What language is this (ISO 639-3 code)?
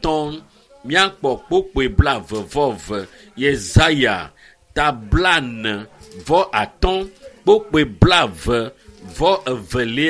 ewe